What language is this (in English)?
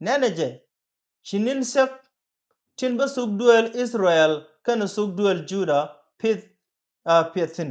Nuer